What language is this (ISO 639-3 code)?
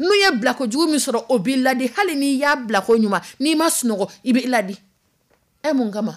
dyu